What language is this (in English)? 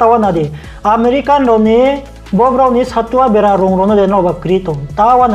Riang (India)